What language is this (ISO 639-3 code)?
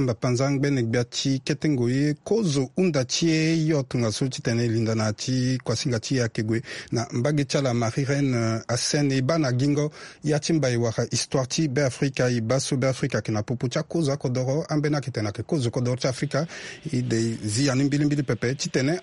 sag